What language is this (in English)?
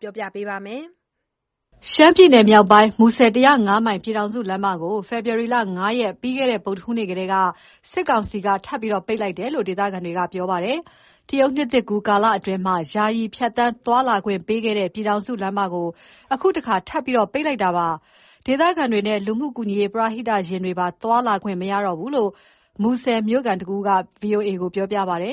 Burmese